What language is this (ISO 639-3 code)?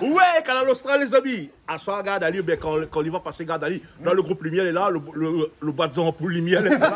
rcf